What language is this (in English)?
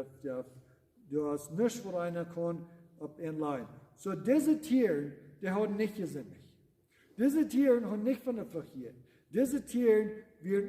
Plautdietsch